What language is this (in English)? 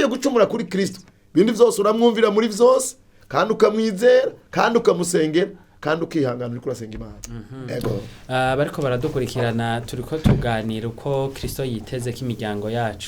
Rundi